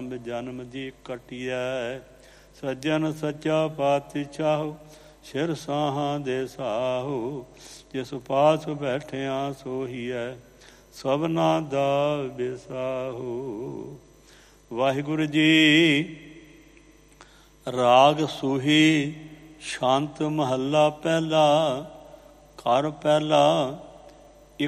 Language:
Punjabi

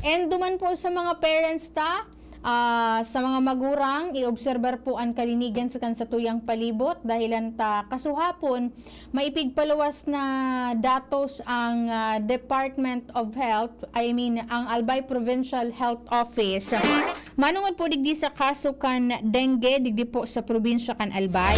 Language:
Bikol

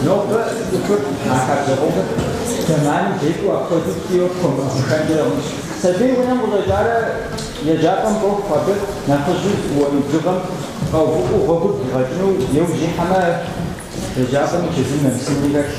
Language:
Kabardian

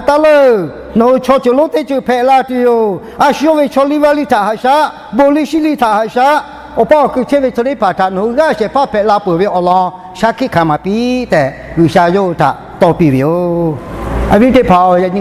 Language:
Lahu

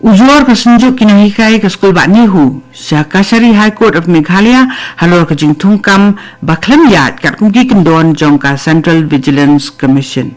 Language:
Khasi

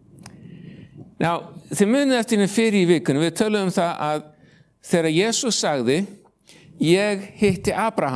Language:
Icelandic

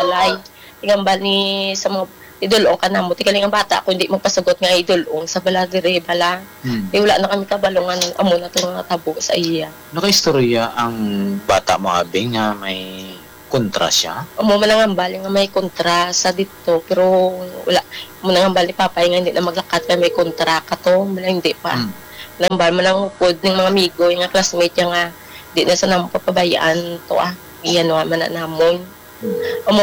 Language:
Hiligaynon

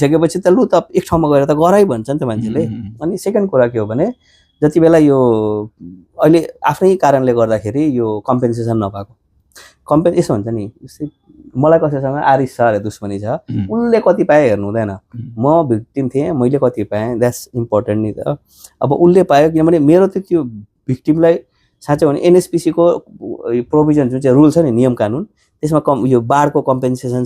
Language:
Nepali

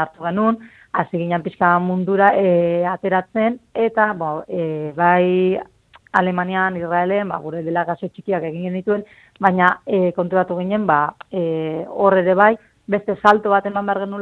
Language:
Basque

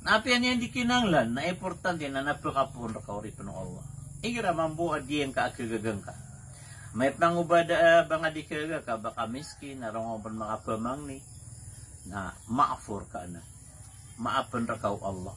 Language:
Maranao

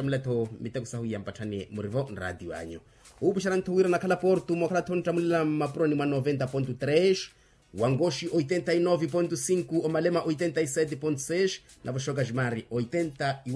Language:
Makhuwa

